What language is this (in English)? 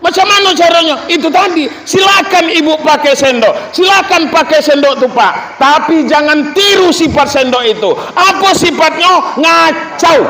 Minangkabau